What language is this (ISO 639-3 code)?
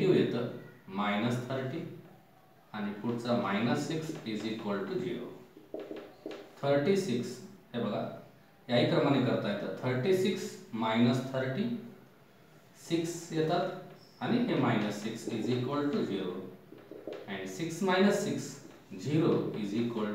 mar